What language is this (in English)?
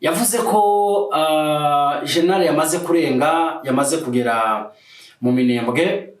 Kinyarwanda